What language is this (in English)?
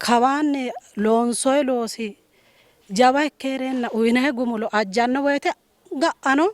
Sidamo